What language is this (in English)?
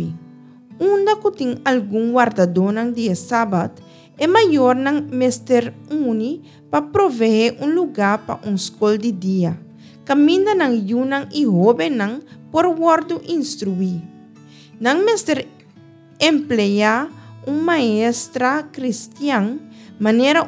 Papiamento